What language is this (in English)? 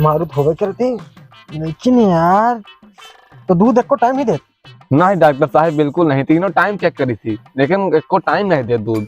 Awadhi